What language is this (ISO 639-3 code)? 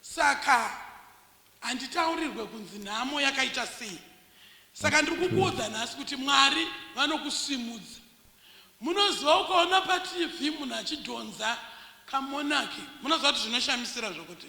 sna